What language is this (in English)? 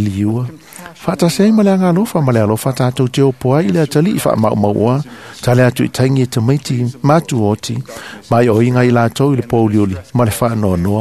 Samoan